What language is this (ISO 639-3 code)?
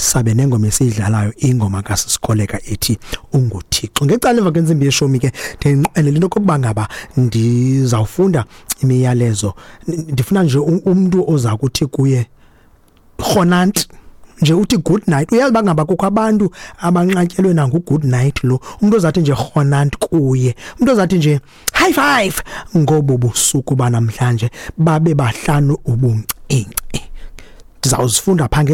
xho